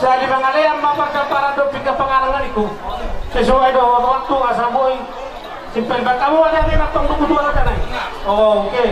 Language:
Batak Toba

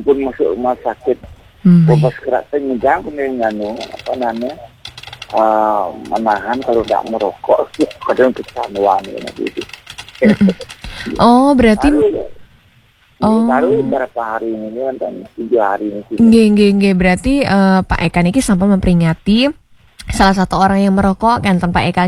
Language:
Balinese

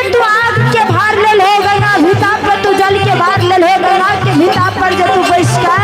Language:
Maithili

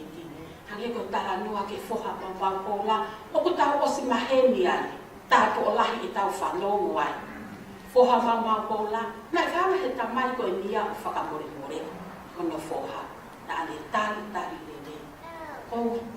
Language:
Tongan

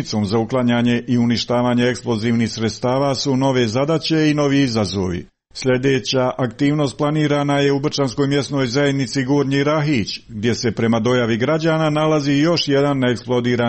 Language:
Croatian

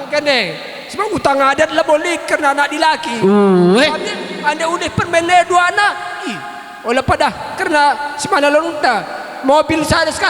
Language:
Batak Karo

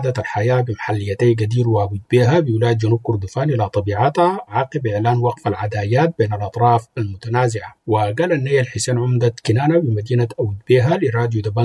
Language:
Sudanese Arabic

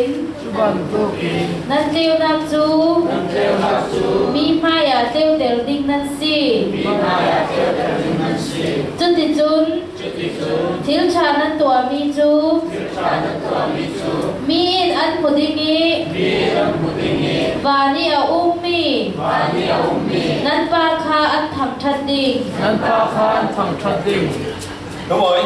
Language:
Falam Chin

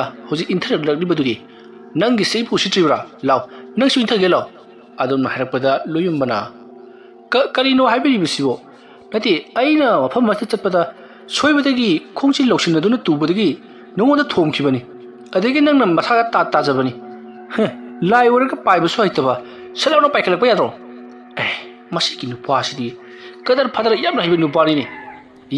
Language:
Manipuri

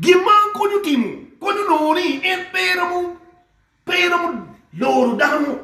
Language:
Acoli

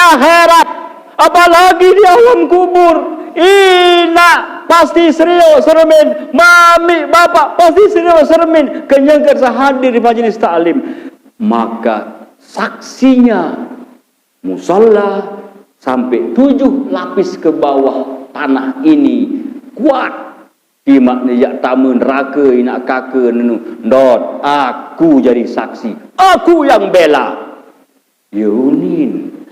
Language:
Sasak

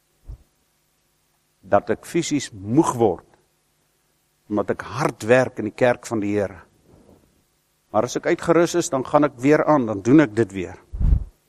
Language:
Afrikaans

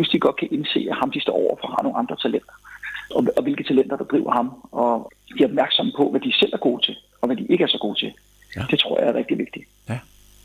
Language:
Danish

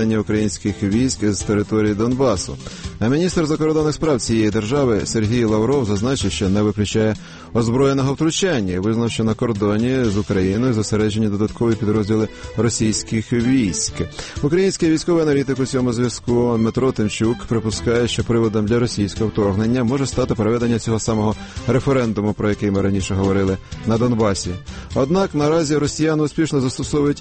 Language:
Ukrainian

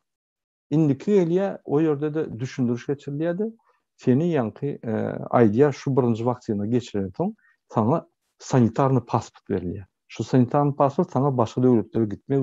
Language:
Turkmen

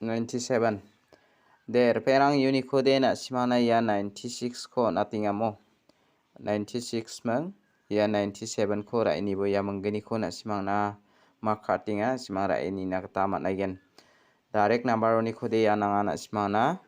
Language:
Garo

